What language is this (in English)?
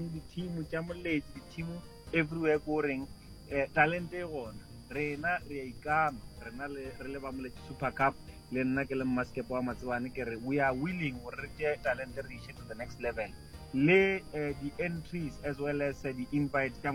Northern Sotho